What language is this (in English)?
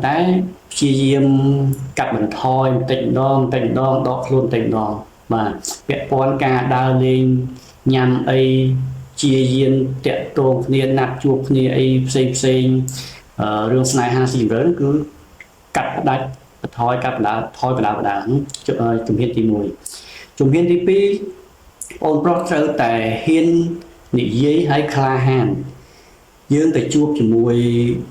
Khmer